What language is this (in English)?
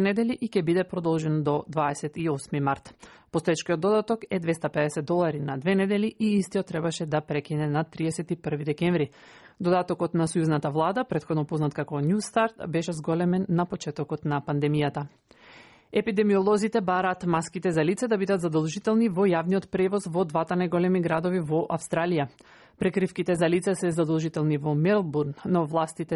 Macedonian